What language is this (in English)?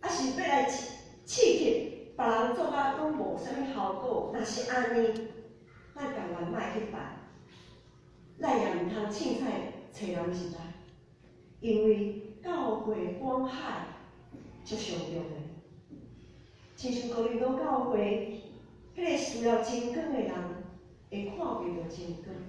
Min Nan Chinese